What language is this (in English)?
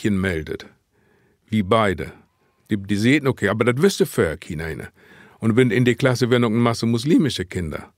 Low German